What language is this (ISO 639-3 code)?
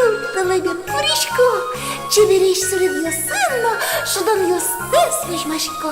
udm